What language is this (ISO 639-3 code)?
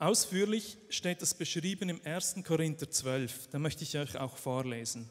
gsw